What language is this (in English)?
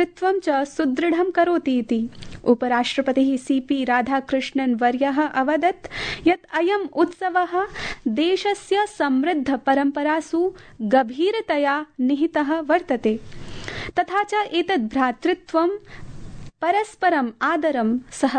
Sanskrit